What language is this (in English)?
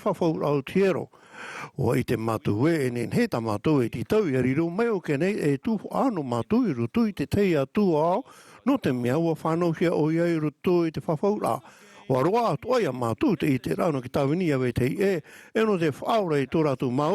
Tahitian